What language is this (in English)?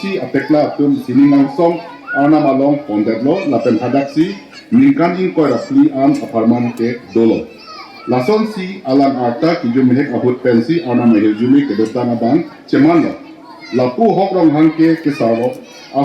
Karbi